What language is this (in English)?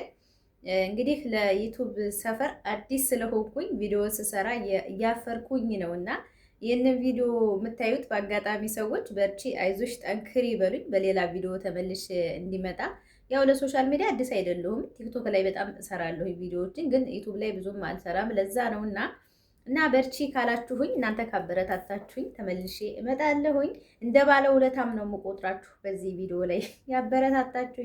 Amharic